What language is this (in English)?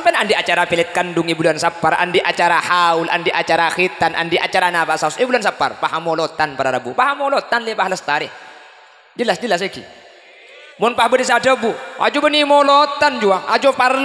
Madurese